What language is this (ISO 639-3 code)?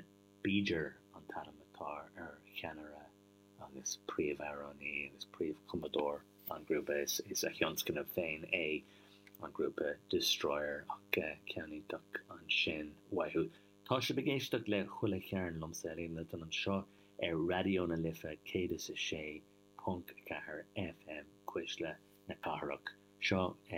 gle